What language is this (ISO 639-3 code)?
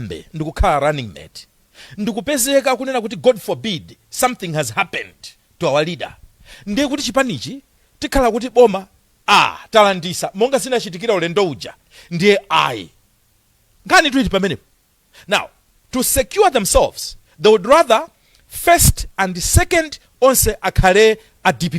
nya